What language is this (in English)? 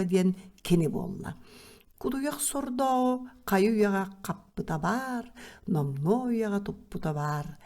Yakut